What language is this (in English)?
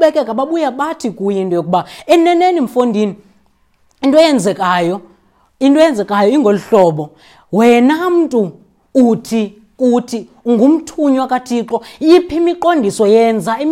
Xhosa